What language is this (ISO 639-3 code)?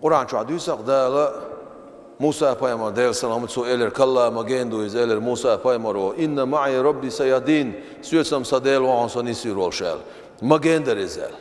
che